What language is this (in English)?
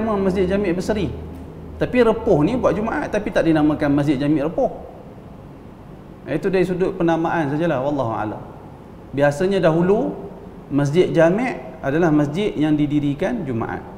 Malay